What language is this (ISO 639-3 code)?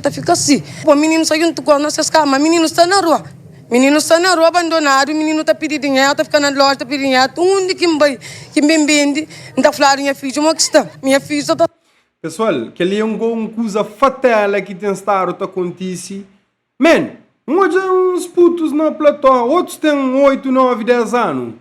kea